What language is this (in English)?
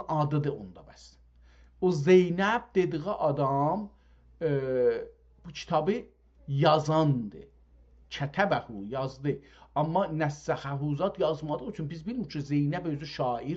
South Azerbaijani